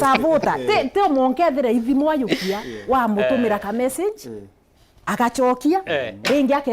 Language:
Meru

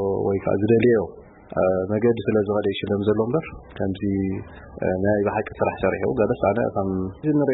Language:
Tigrinya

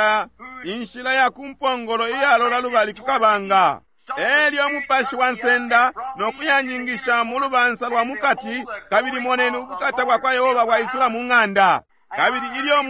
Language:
Bemba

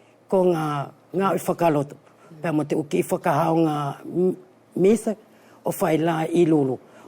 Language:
Wallisian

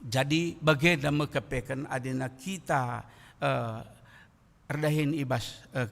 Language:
Batak Karo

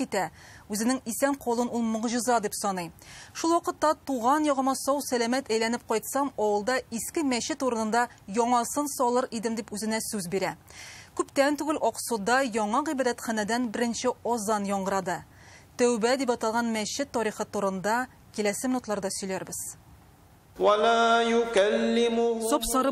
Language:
Tatar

